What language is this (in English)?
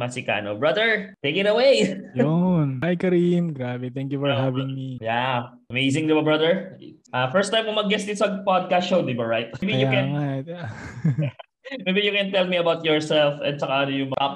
Filipino